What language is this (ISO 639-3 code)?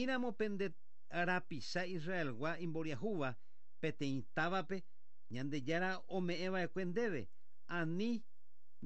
grn